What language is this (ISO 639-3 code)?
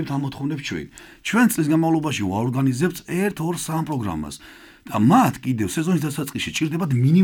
kat